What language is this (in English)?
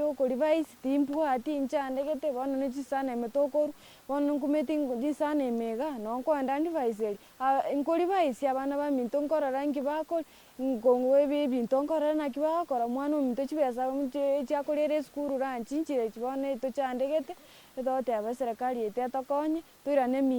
Gusii